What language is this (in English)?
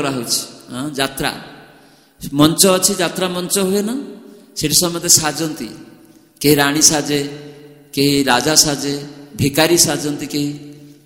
Odia